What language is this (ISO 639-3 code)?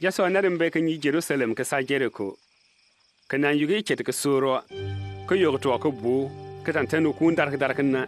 bim